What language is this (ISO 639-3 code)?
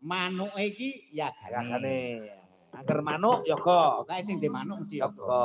jav